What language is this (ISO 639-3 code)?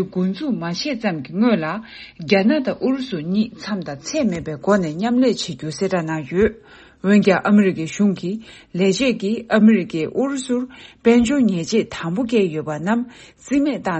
bod